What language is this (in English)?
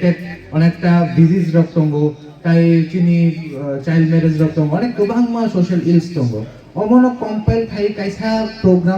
Kok Borok